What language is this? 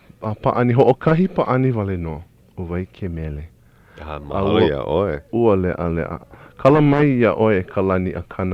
Hawaiian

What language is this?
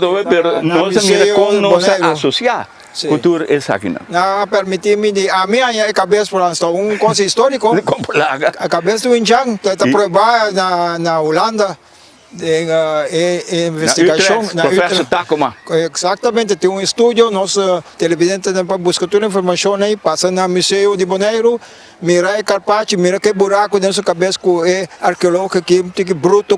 Papiamento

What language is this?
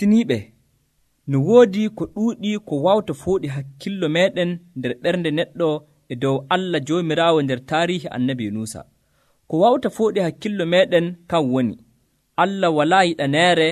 Nigerian Fulfulde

